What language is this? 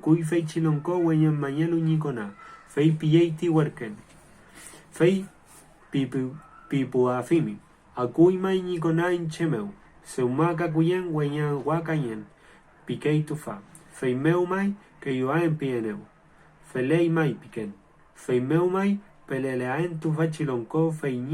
Mapuche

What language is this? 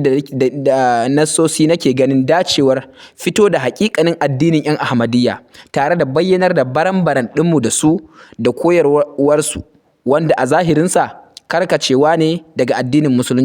Hausa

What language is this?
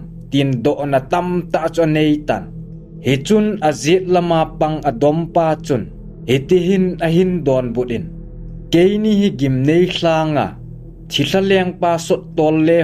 Thado Chin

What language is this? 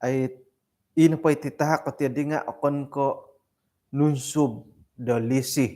Central Dusun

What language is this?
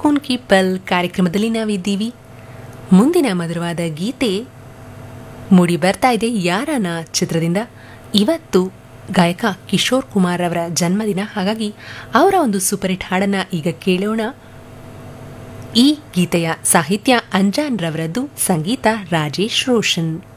Kannada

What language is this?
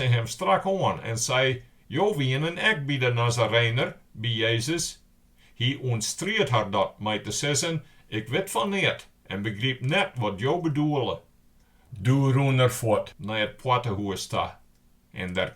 Western Frisian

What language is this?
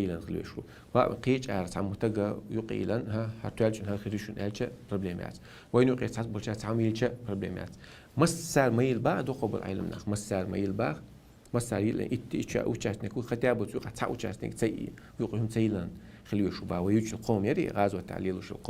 Chechen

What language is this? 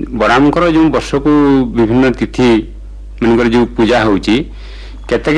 Odia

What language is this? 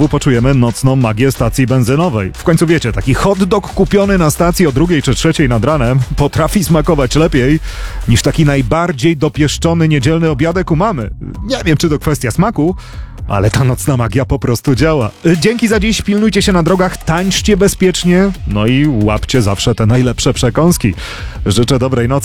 Polish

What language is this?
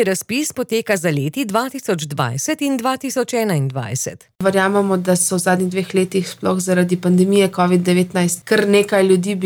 Slovenian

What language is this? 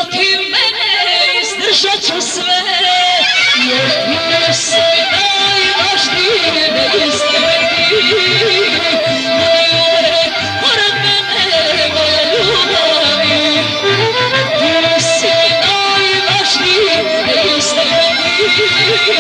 Serbian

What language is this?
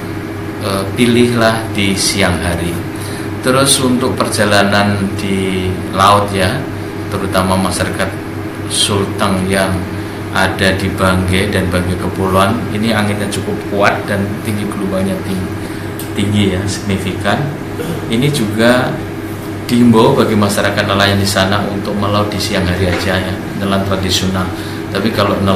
Indonesian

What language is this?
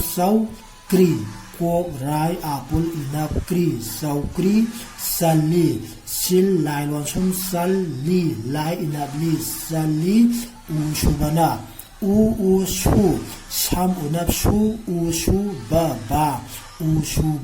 Manipuri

